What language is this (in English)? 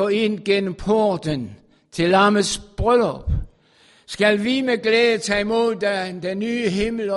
Danish